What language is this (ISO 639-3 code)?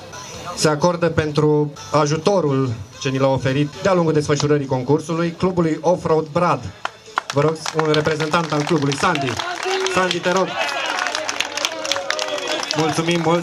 ron